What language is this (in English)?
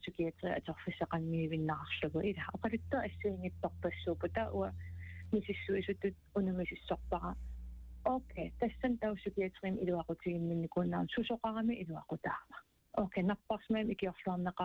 Kalaallisut